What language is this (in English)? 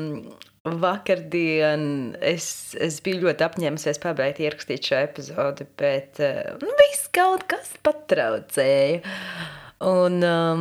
Latvian